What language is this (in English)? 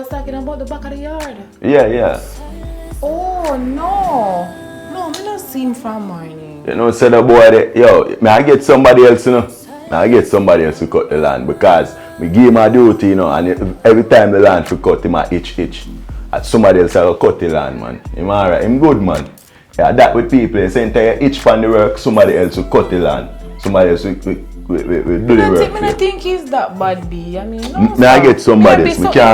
Jamaican Creole English